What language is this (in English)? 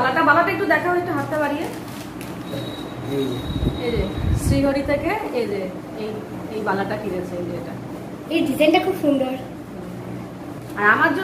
Bangla